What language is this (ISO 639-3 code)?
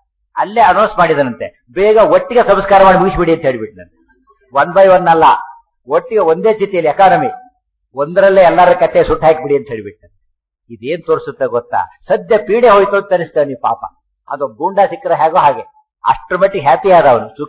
kan